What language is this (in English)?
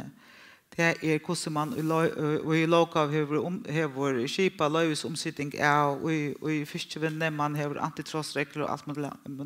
Faroese